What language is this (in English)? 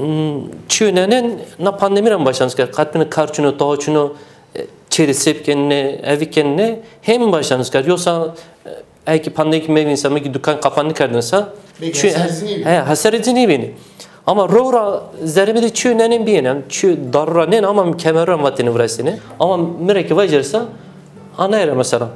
Zaza